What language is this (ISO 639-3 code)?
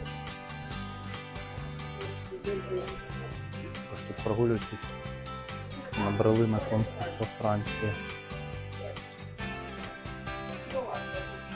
ukr